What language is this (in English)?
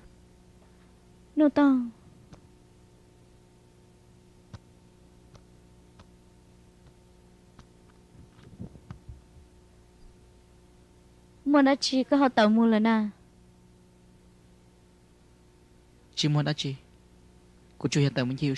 Vietnamese